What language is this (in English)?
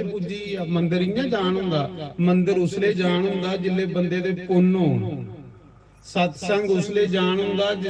Dogri